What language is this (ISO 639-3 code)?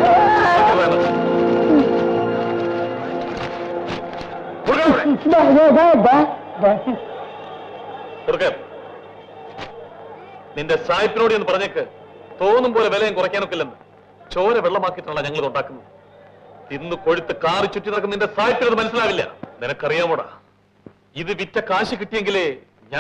mal